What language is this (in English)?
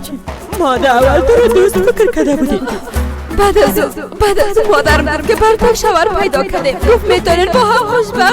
Persian